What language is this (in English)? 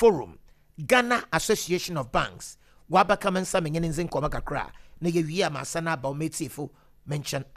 Akan